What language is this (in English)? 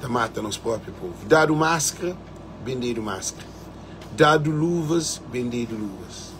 Kabuverdianu